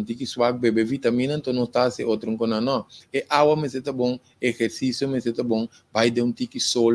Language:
Papiamento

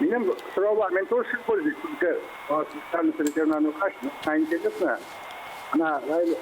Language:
Bashkir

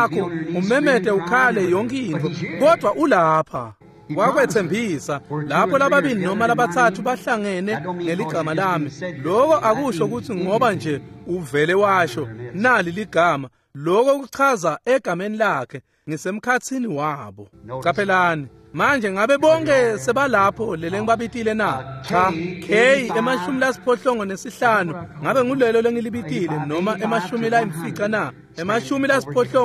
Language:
Swati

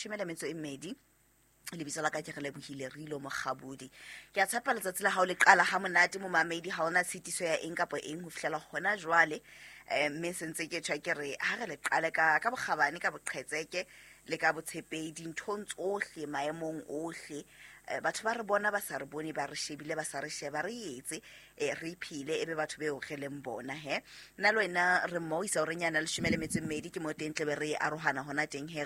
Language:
Southern Sotho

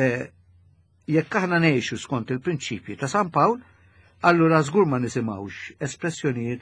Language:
Maltese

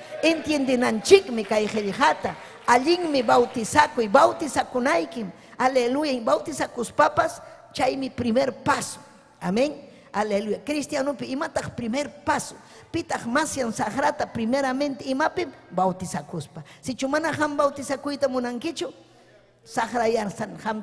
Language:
Ayacucho Quechua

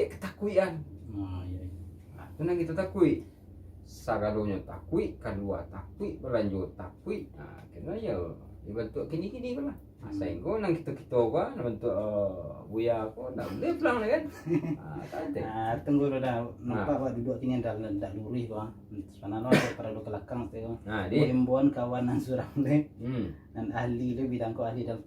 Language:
Minangkabau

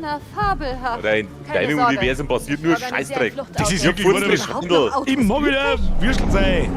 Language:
Bavarian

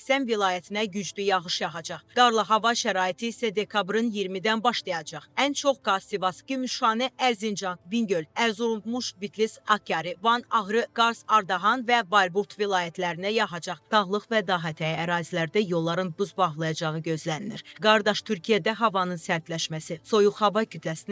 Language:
Azerbaijani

